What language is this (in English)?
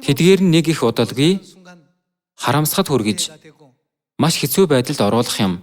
Mongolian